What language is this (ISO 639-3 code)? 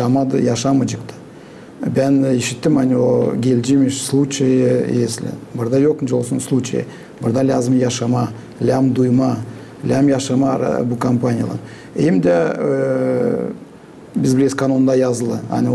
gag